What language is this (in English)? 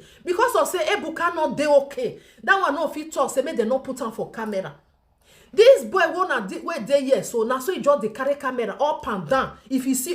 Nigerian Pidgin